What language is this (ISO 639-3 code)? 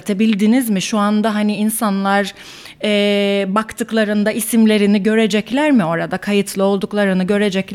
tur